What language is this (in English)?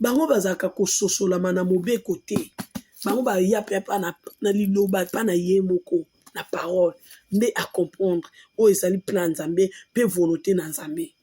Lingala